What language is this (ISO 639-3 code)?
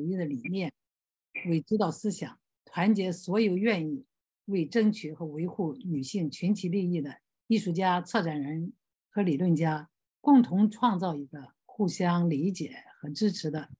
zho